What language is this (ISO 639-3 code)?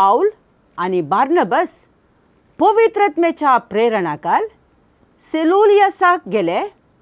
kok